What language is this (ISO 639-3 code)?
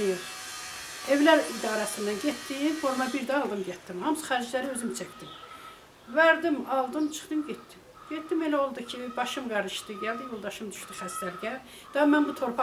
aze